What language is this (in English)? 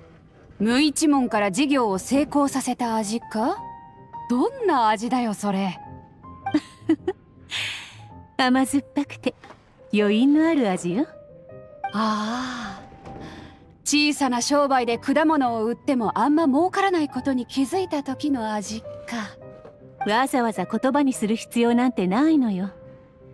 Japanese